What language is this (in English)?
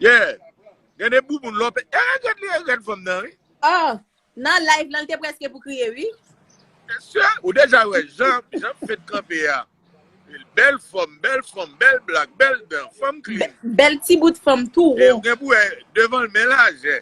Haitian Creole